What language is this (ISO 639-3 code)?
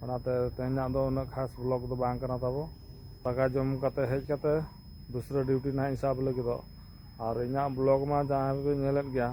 sat